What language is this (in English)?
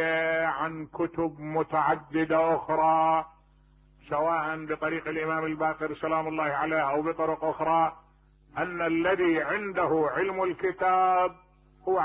Mesopotamian Arabic